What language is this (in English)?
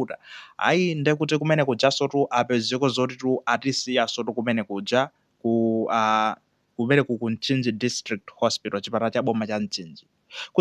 Nyanja